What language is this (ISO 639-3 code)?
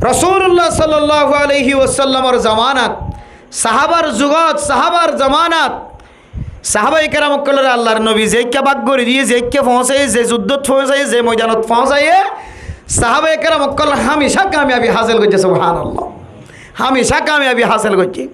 rhg